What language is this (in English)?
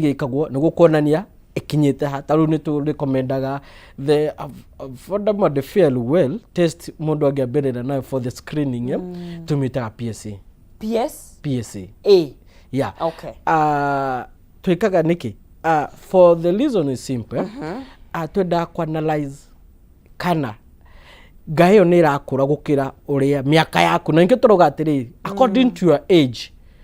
Kikuyu